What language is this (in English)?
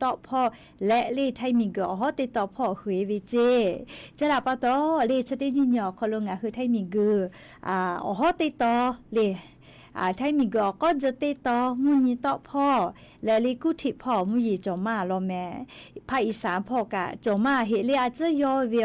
Lahu